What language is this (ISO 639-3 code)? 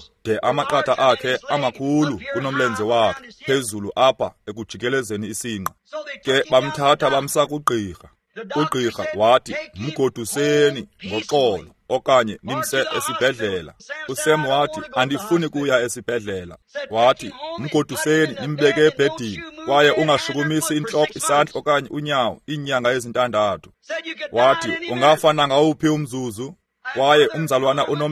xho